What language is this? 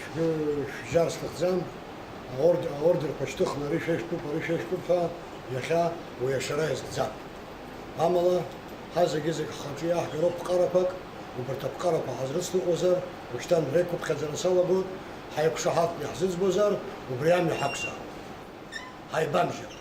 Abkhazian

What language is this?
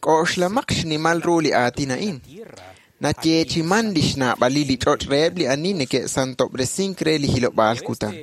Kekchí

